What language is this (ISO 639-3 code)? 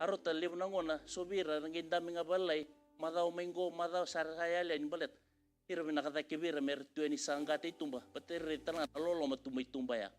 fij